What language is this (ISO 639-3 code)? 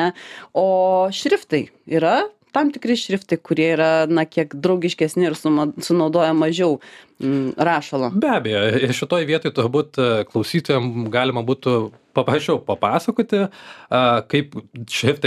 lit